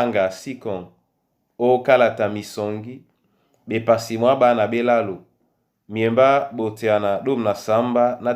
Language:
Duala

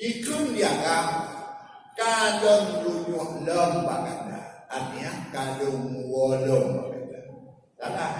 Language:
Achinese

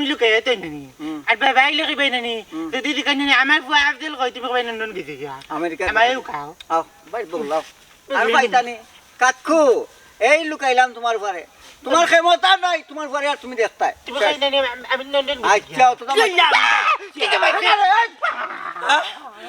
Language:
Sylheti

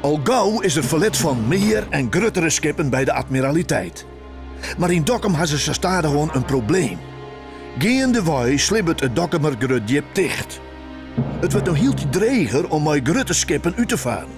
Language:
Western Frisian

